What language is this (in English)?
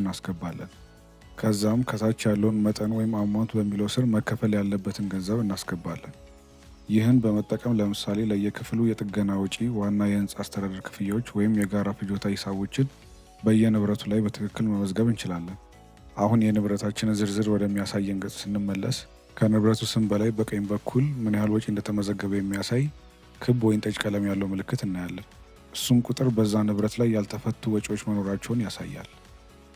Amharic